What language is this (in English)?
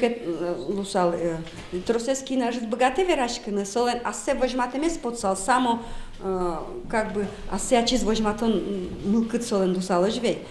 Udmurt